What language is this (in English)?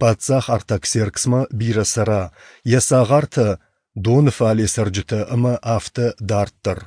Ossetic